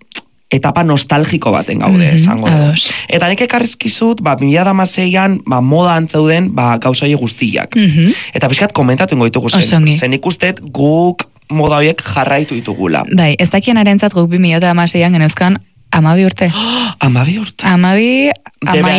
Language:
Basque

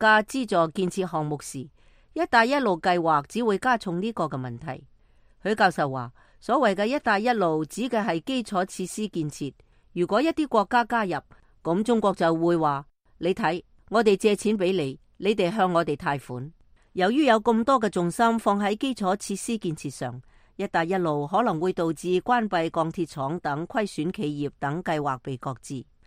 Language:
Cantonese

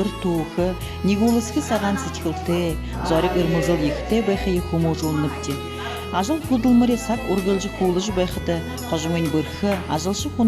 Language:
Buriat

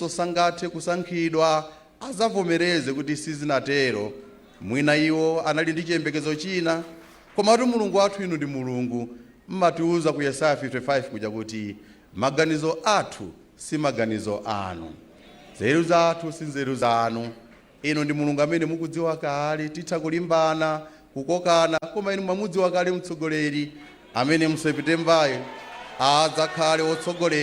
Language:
Nyanja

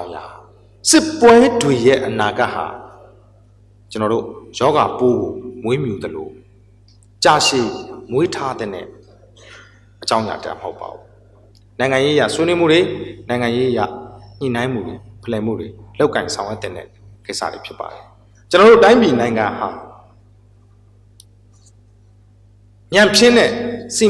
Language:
Burmese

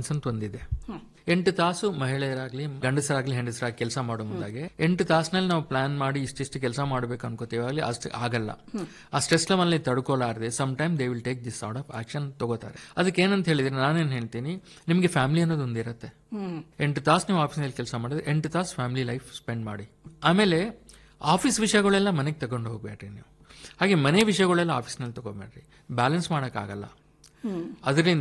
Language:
Kannada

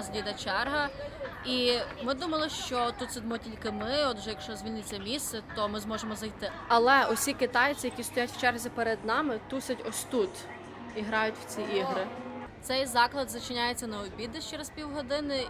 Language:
Ukrainian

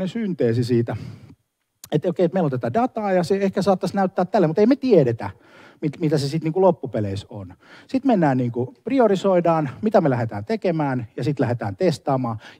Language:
Finnish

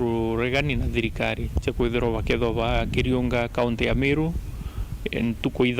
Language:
Meru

